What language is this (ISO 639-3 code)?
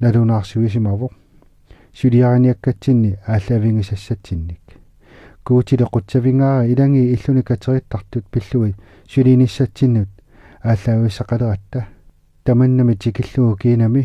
kal